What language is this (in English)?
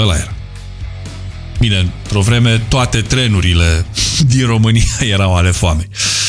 Romanian